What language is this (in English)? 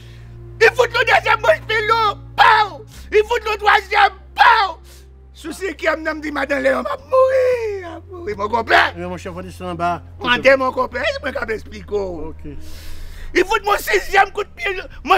Haitian Creole